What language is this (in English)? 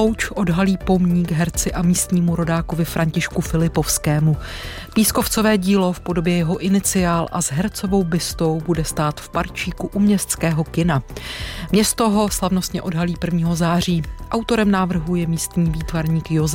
Czech